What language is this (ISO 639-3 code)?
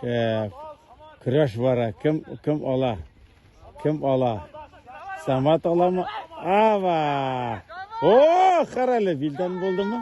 tat